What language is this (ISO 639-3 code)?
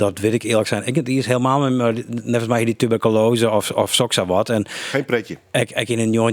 fry